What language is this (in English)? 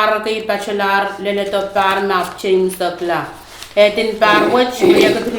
Pohnpeian